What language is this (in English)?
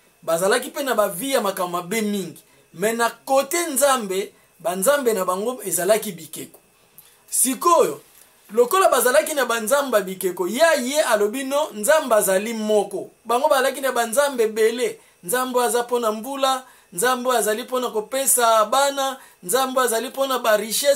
Lingala